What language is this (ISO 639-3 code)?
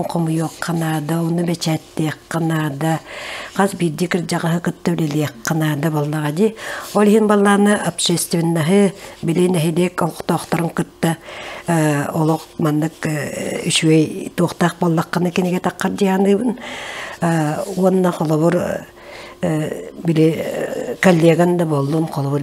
sah